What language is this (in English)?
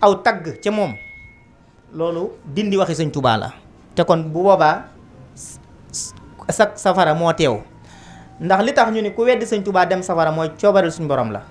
Wolof